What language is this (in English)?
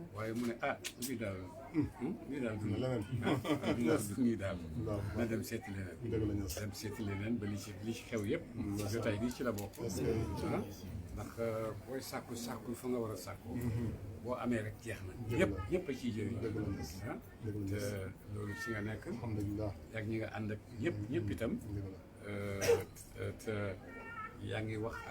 Wolof